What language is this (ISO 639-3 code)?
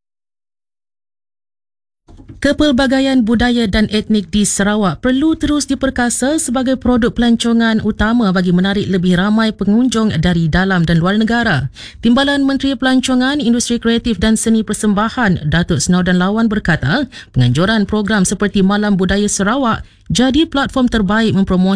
msa